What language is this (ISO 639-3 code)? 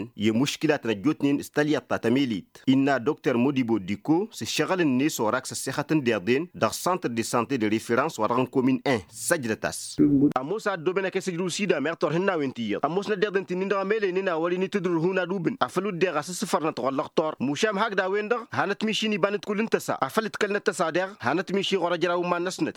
taq